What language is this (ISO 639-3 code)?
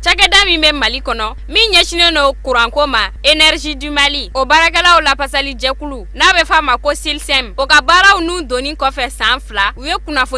bam